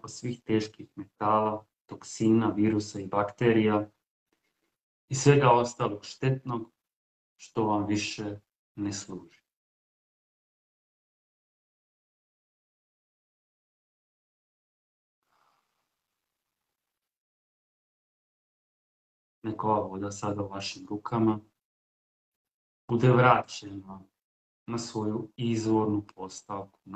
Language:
Croatian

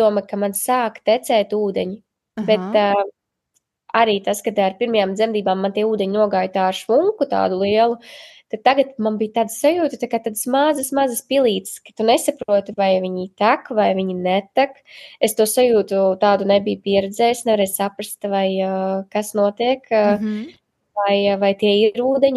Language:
Latvian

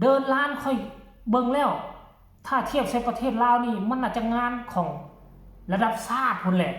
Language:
Northeastern Thai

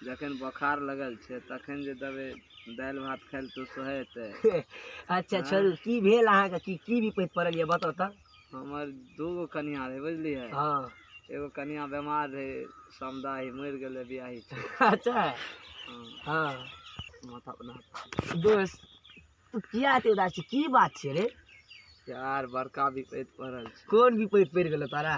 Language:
Maithili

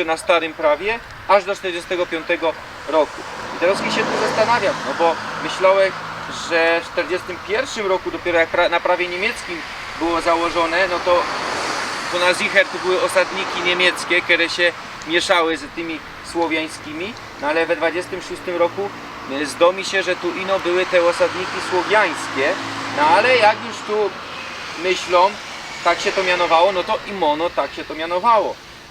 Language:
Silesian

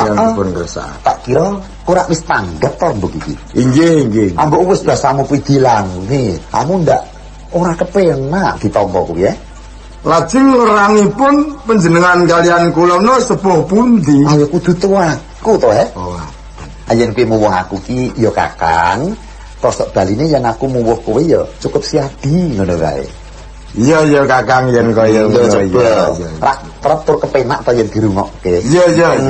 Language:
Javanese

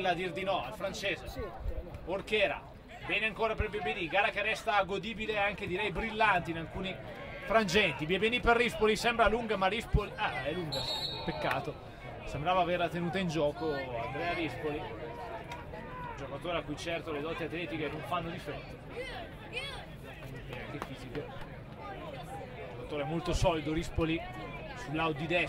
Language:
Italian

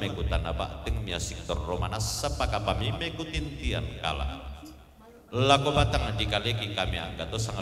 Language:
Toraja-Sa'dan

